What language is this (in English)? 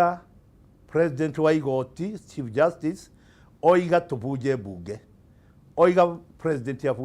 Kikuyu